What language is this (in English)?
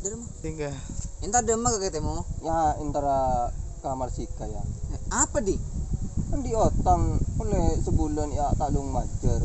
Madurese